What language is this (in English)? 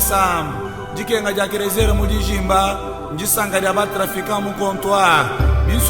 Luba-Lulua